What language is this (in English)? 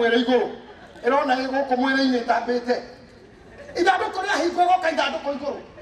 Kikuyu